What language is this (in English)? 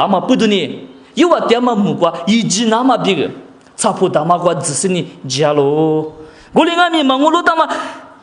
Lisu